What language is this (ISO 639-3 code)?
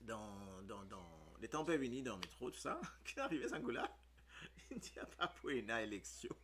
mfe